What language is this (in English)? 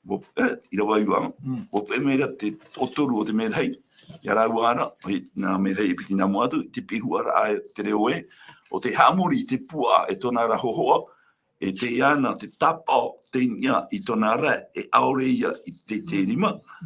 Tahitian